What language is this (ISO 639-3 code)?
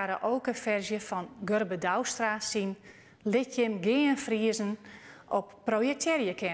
fry